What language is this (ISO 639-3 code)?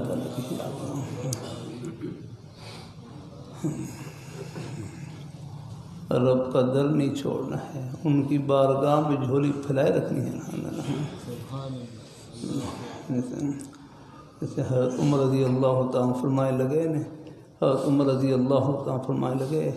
urd